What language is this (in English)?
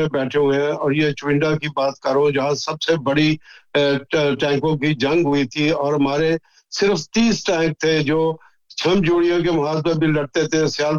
Urdu